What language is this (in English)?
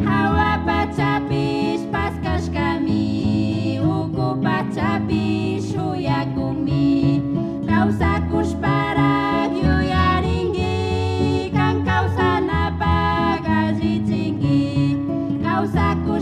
Chimborazo Highland Quichua